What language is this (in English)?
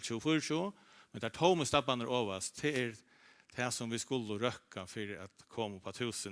Faroese